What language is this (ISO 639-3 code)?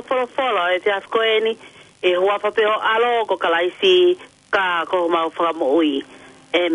ton